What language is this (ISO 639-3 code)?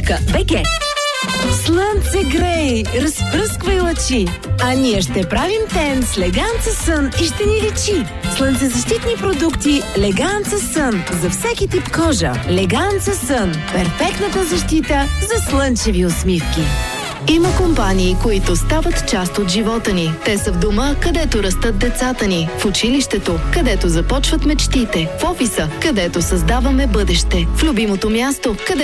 bul